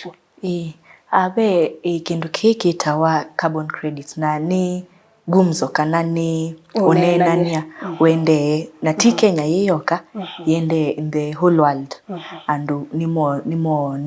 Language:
Kamba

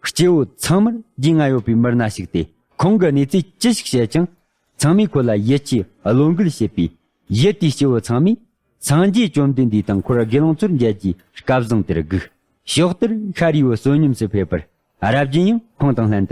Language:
Tibetan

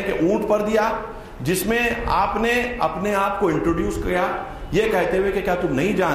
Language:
Urdu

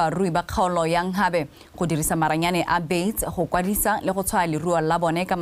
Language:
Tswana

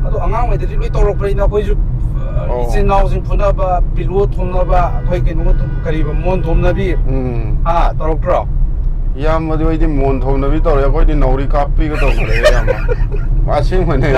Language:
Manipuri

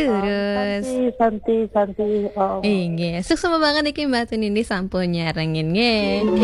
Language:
Balinese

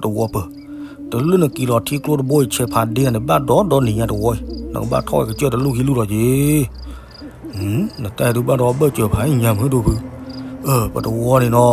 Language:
S'gaw Karen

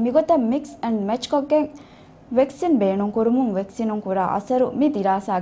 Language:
Divehi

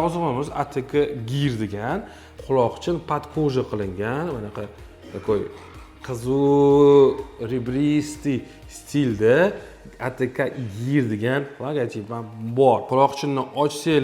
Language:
Uzbek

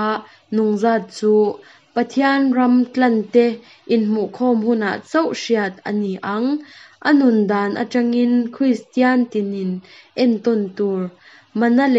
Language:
Mizo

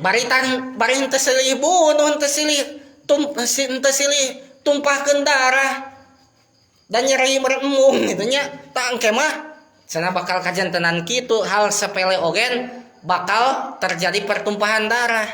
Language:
Sundanese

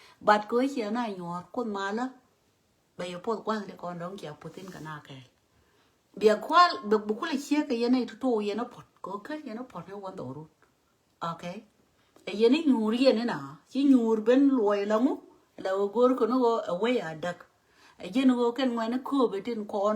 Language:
Nuer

